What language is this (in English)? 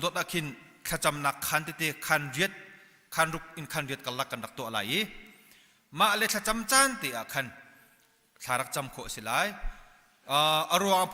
Hakha Chin